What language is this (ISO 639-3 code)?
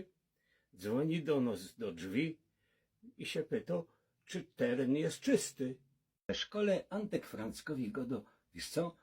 szl